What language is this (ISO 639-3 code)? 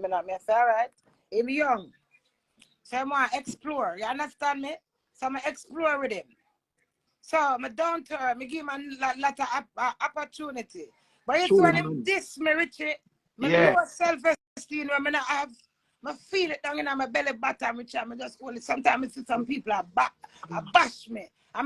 jam